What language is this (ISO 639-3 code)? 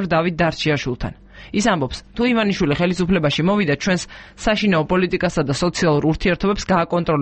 kat